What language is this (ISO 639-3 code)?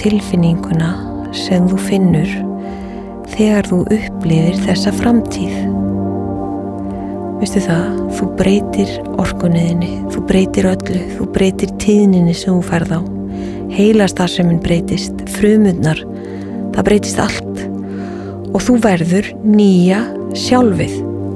isl